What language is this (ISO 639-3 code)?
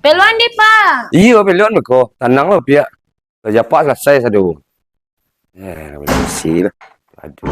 min